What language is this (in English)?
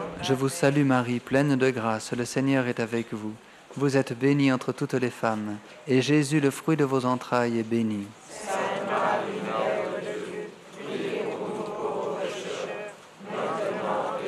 French